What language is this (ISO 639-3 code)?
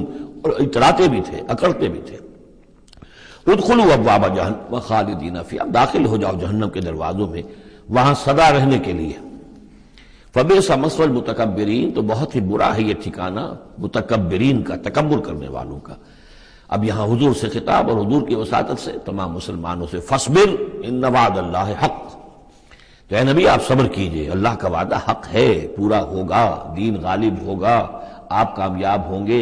urd